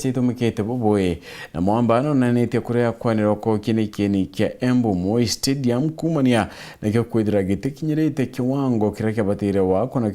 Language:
Meru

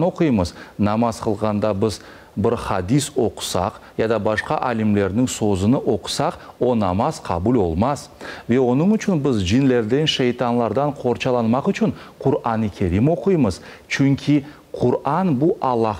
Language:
Crimean Tatar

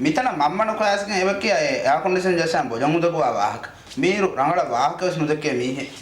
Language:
Divehi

